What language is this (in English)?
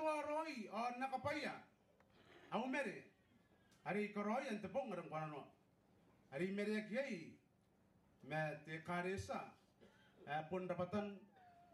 Gilbertese